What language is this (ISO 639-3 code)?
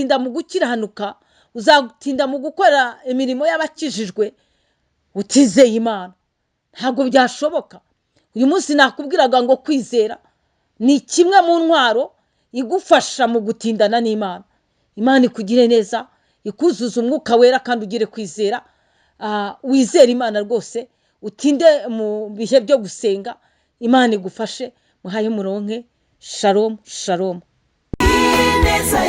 run